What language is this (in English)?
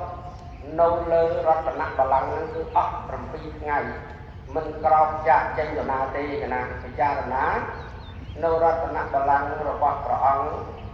Khmer